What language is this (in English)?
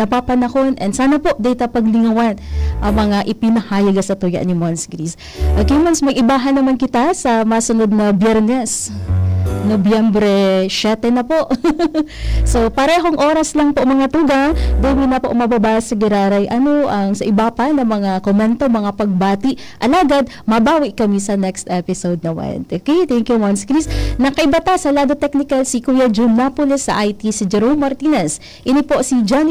Bikol